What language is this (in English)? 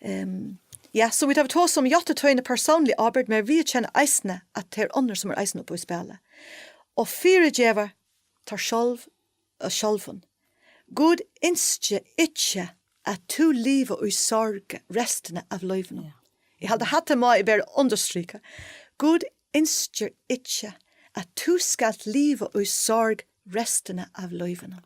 Faroese